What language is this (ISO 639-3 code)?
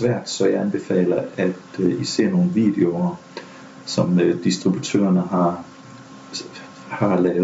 dan